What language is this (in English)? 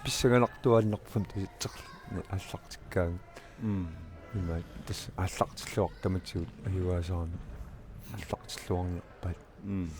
Kalaallisut